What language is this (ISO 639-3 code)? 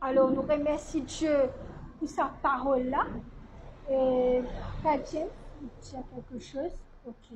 mfe